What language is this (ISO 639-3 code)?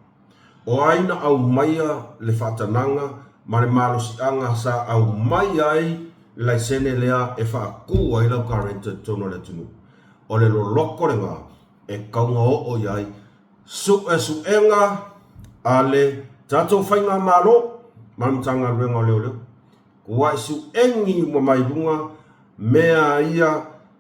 smo